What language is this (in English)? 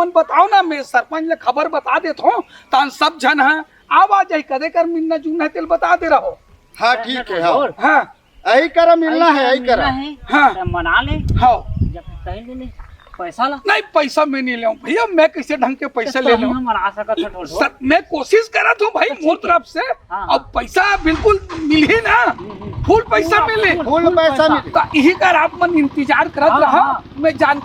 Chhattisgarhi